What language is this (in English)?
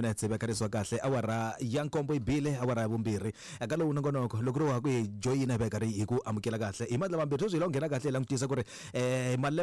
Tsonga